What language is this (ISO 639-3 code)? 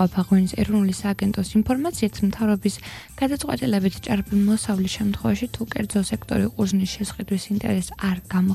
kat